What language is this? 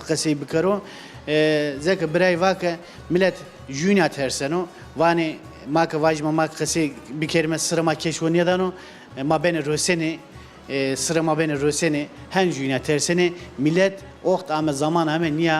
Zaza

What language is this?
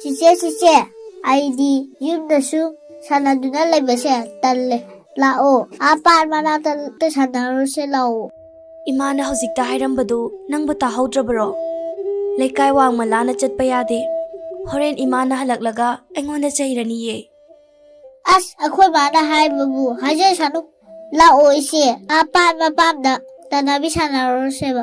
Manipuri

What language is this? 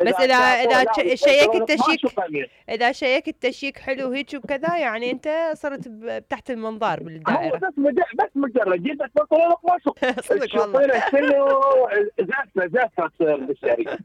Mesopotamian Arabic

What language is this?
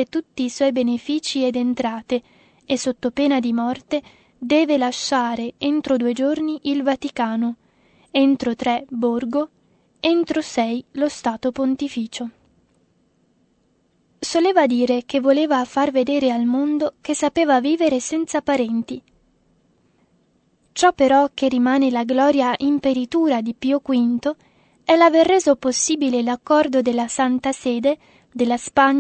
Italian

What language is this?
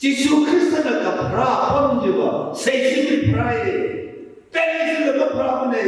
Tangkhul Naga (India)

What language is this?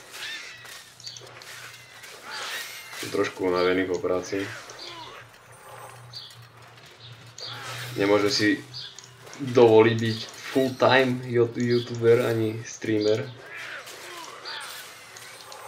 Slovak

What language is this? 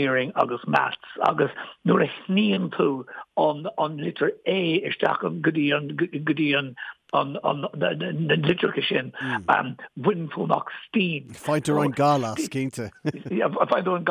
Irish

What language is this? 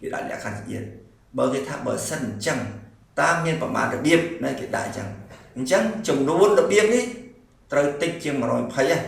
Khmer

